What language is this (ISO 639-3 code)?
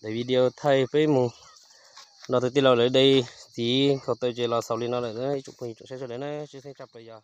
hmn